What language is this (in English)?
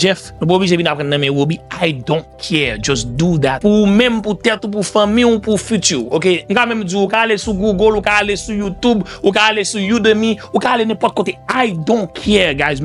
Haitian Creole